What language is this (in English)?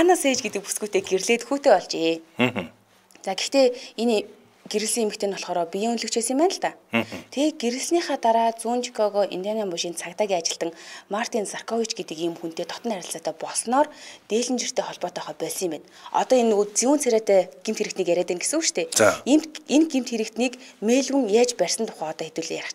Mongolian